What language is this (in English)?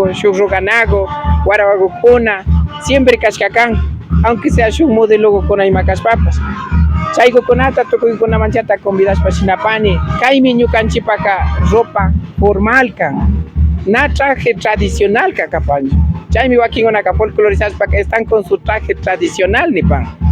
Imbabura Highland Quichua